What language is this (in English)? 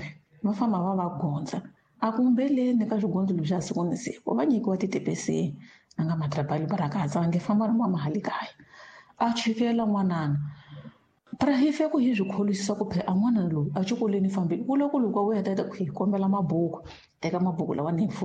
Tsonga